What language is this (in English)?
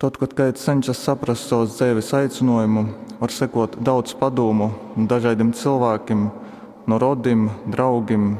Latgalian